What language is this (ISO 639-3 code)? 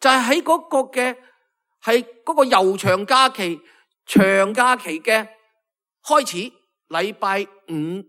yue